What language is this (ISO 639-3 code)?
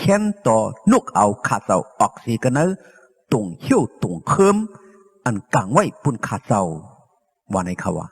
shn